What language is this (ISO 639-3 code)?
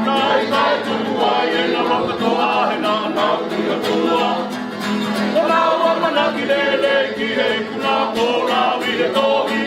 ton